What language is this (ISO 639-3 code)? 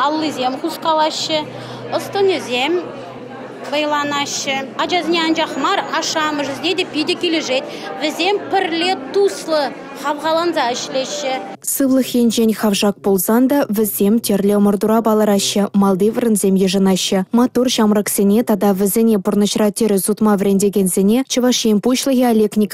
chv